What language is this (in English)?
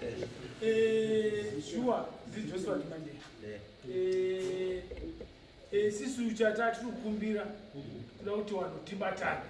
Shona